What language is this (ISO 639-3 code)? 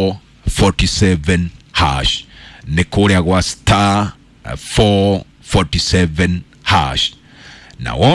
kik